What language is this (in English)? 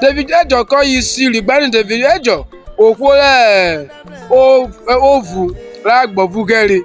Urhobo